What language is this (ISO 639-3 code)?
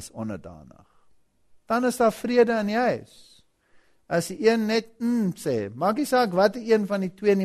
afr